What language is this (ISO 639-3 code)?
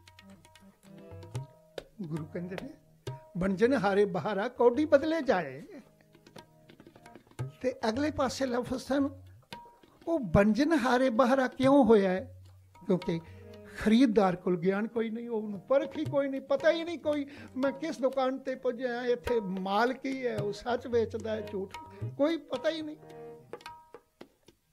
pan